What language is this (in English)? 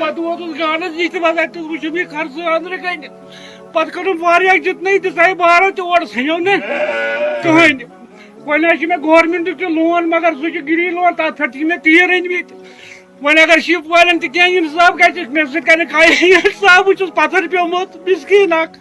Kashmiri